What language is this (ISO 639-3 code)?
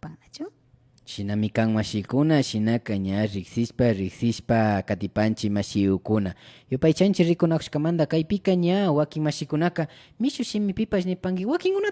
qvi